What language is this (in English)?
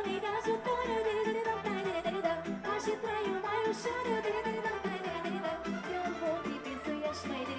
Romanian